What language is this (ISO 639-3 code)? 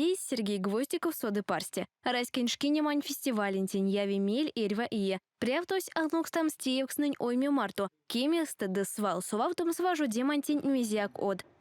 myv